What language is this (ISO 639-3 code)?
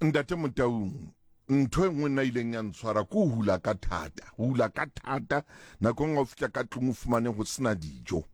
sot